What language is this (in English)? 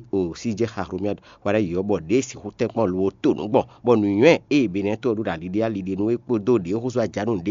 Fon